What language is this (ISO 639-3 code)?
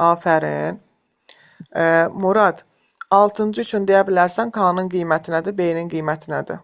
aze